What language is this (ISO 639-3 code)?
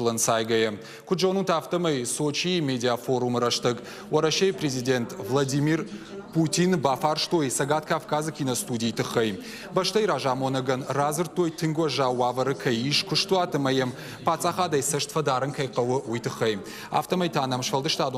oss